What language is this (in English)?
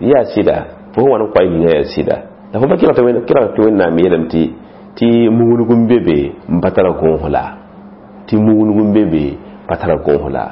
Mossi